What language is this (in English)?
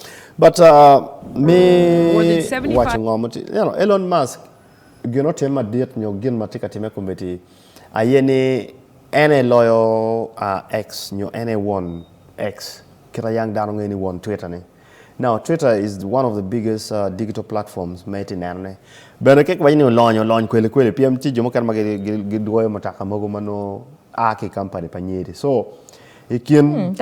Acoli